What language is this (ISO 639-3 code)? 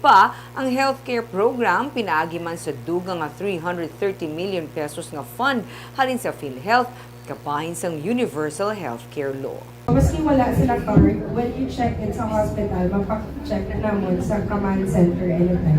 hil